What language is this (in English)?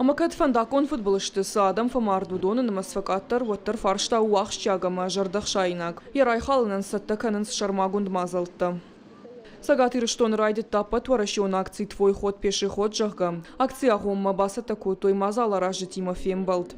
Ossetic